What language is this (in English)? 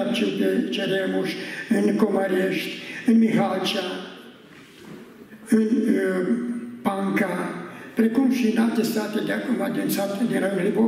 Romanian